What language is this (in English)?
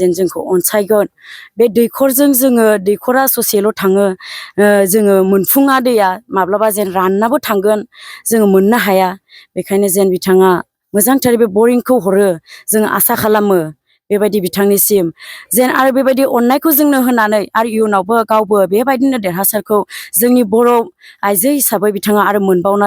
Bodo